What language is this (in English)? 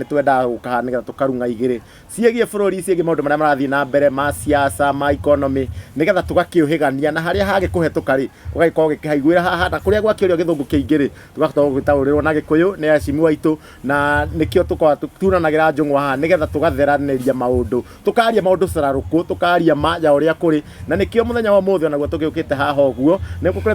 Kikuyu